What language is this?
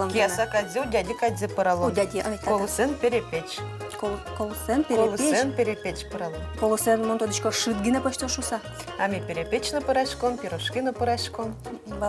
Udmurt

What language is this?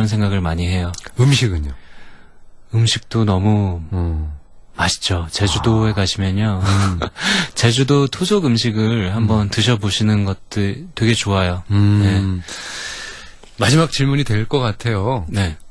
Korean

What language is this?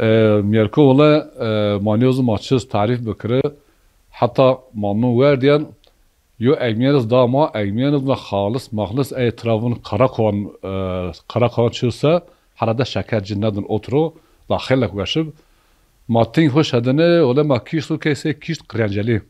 Zaza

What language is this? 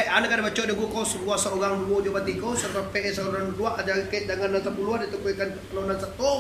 Minangkabau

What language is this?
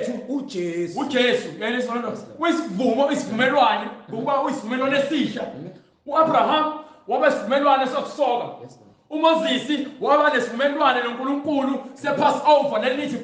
Zulu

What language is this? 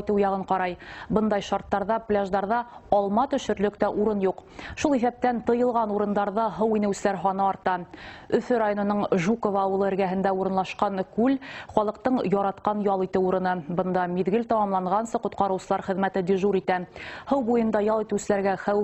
Bashkir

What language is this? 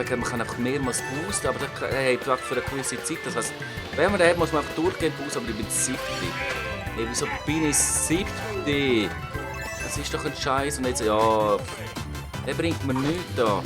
Swiss German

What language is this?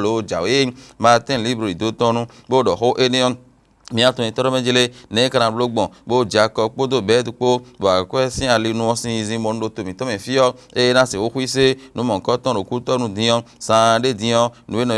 Fon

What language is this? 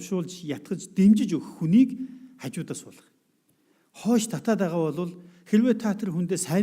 Mongolian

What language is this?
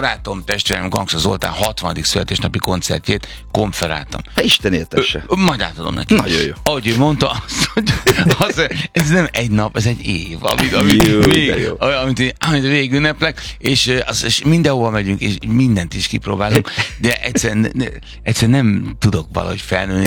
Hungarian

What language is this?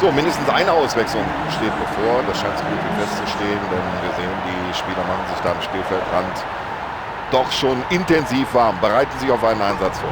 Bavarian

